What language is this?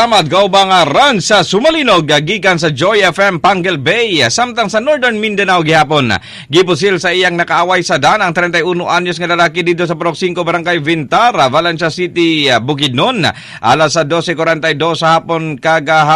Cebuano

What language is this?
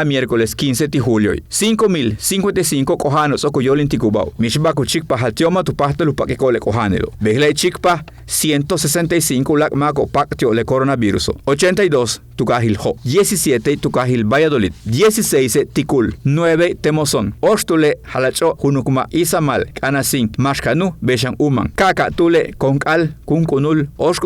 Yucateco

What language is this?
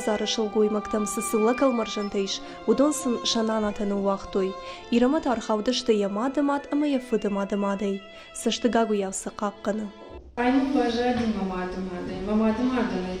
Ossetic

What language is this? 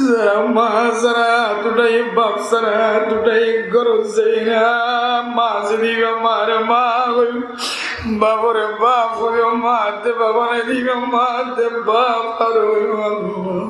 Rohingya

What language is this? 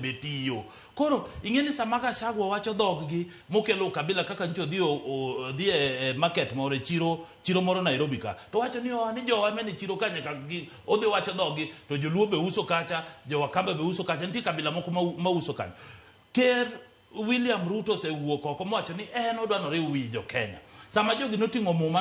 Luo (Kenya and Tanzania)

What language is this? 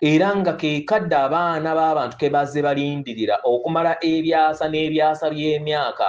Ganda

